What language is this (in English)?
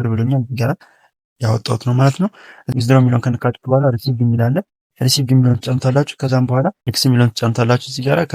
Amharic